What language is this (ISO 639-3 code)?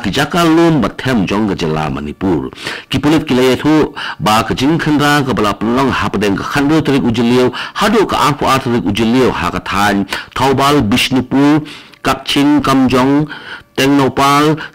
kha